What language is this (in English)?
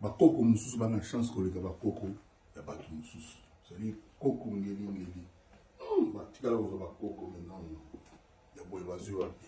Lingala